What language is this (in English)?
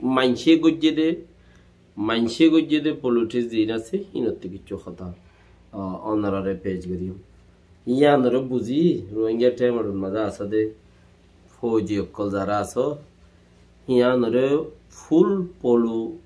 Rohingya